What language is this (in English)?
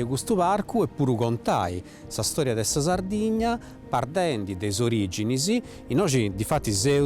Sardinian